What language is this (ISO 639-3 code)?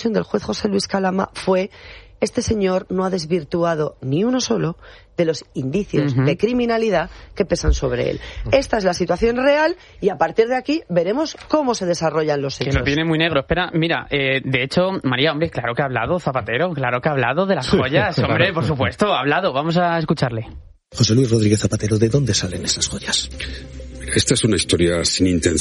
spa